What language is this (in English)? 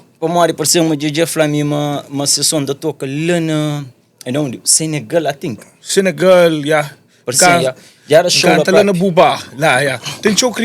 Kabuverdianu